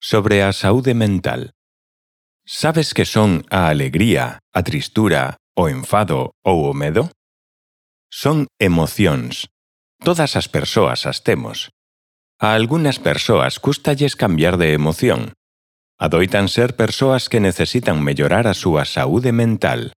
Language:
Galician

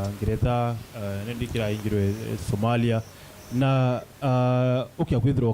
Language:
Meru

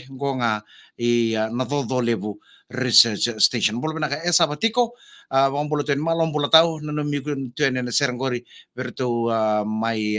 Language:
Fijian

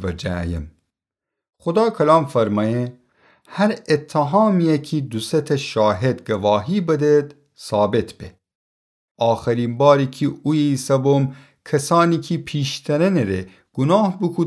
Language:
Gilaki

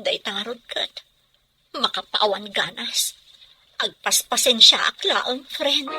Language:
Iloko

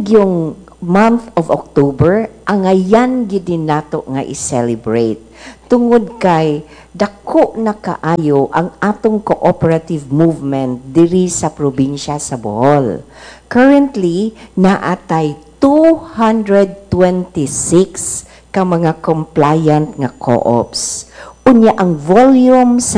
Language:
Cebuano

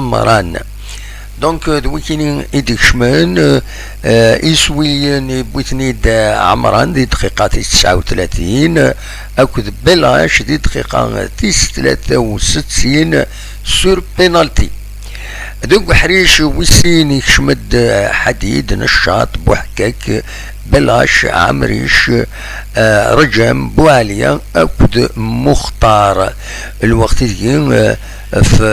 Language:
Kabyle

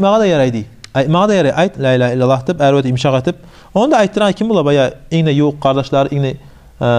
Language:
Kumyk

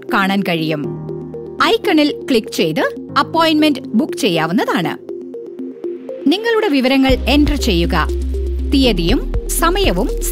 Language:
Malayalam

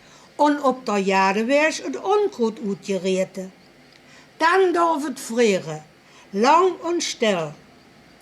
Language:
Limburgish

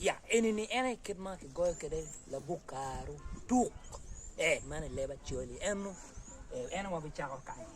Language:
Acoli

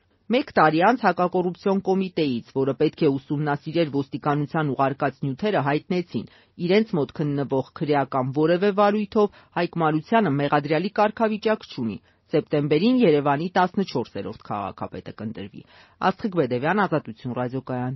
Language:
Armenian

